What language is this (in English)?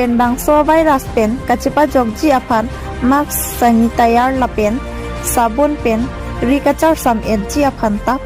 Karbi